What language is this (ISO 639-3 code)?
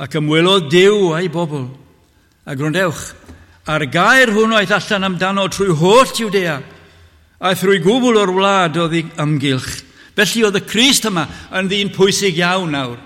cym